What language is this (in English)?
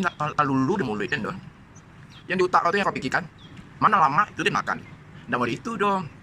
Minangkabau